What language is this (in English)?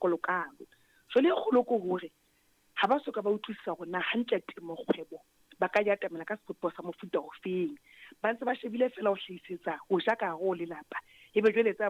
Southern Sotho